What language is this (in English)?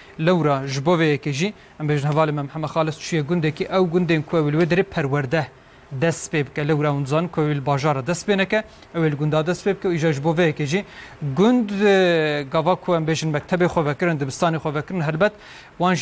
Kurdish